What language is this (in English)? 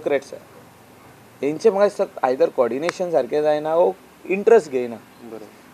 Konkani